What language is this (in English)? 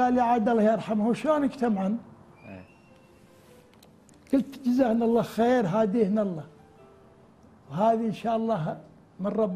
Gulf Arabic